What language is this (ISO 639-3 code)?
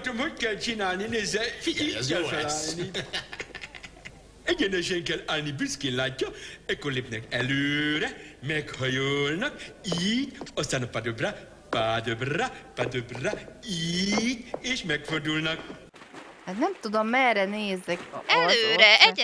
hun